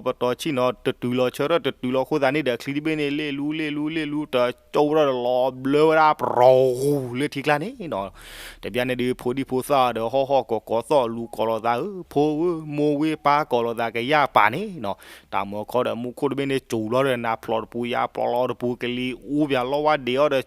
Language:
S'gaw Karen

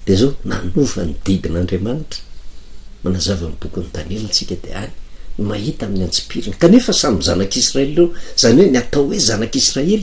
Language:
Malagasy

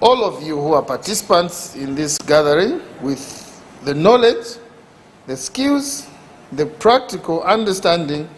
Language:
Lozi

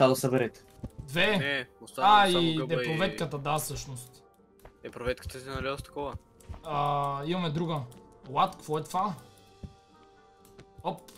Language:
Bulgarian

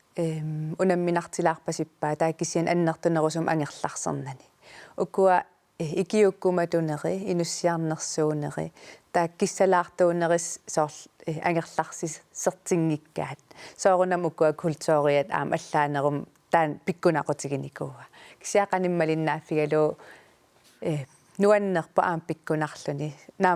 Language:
Kalaallisut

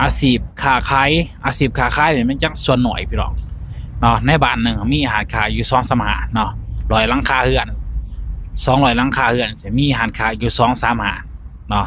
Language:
Lao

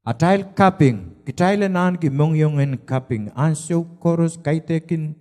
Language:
Pohnpeian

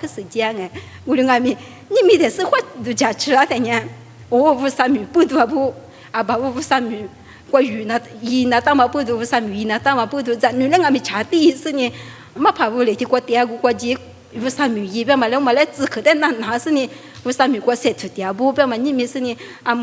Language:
Lisu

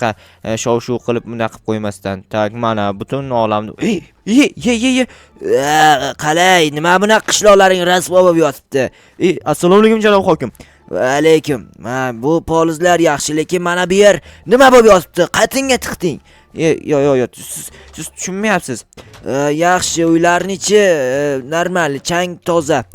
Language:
Uzbek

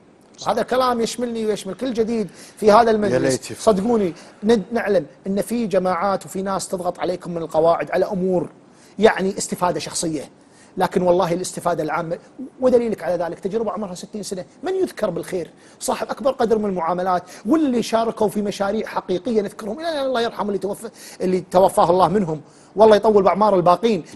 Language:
Gulf Arabic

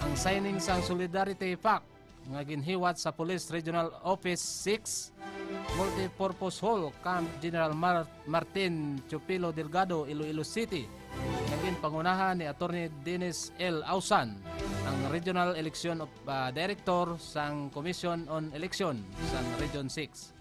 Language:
Hiligaynon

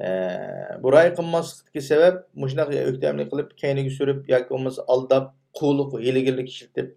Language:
Uyghur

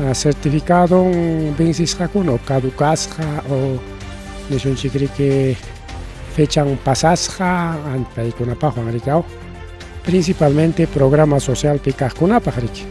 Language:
Ayacucho Quechua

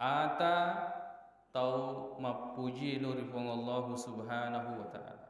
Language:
Buginese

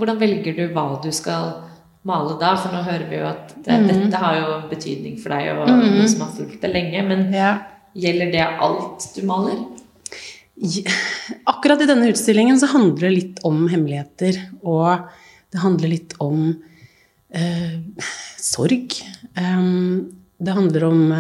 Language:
Norwegian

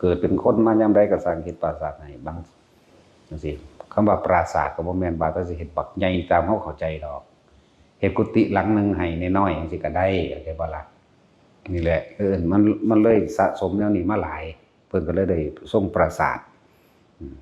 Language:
Northeastern Thai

